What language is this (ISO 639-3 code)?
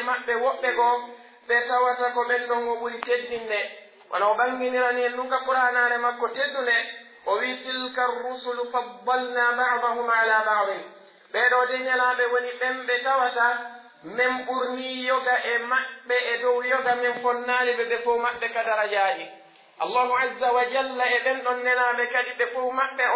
fuf